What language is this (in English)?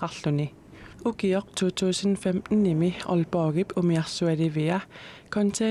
Kalaallisut